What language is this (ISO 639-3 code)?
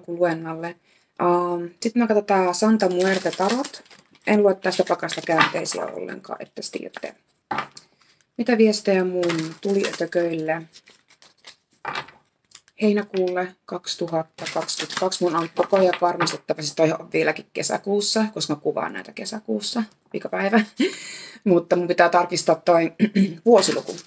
fin